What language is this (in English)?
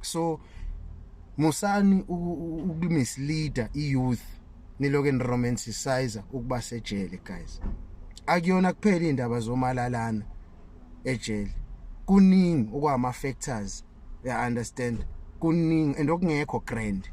Zulu